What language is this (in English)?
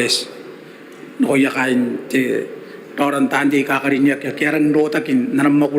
Gilbertese